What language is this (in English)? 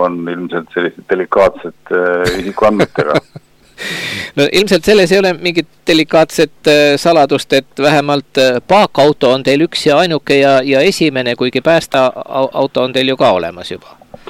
Estonian